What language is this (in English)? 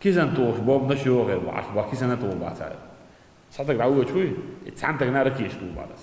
Chechen